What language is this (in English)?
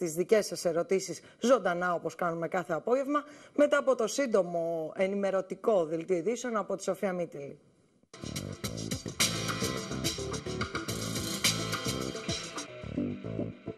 Greek